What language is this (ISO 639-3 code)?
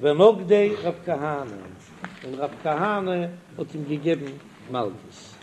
yid